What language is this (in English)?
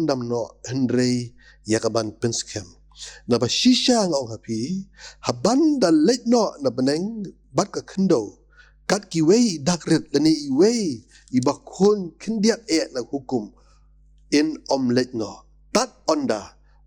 Khasi